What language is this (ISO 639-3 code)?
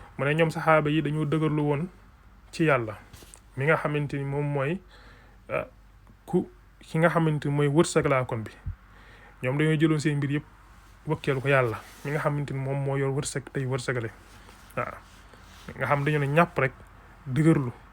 wol